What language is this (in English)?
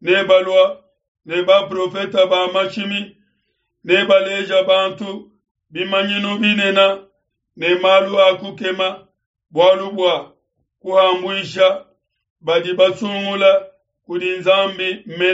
Luba-Lulua